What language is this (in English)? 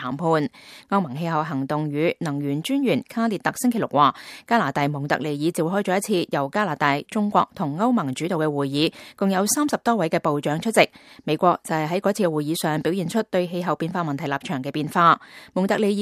Cantonese